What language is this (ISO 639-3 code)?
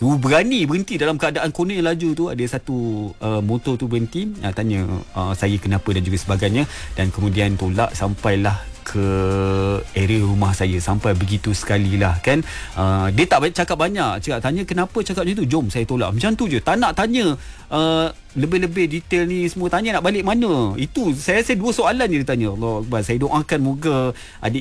msa